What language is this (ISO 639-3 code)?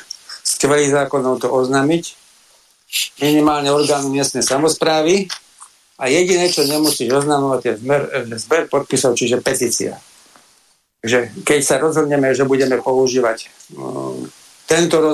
slk